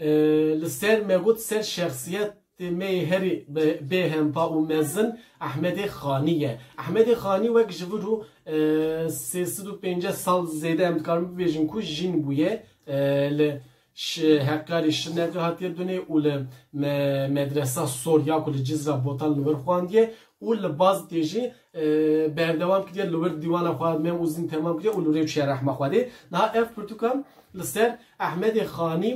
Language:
Kurdish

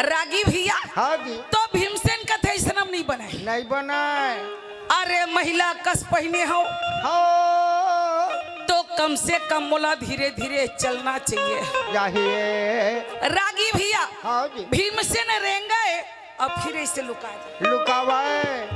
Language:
Chhattisgarhi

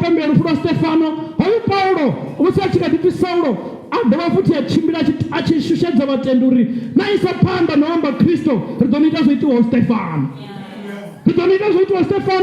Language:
Venda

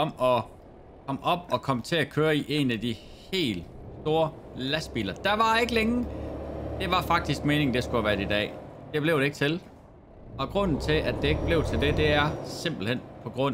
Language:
Danish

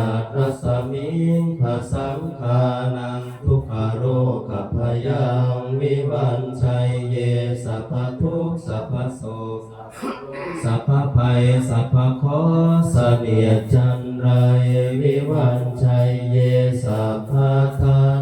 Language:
Pali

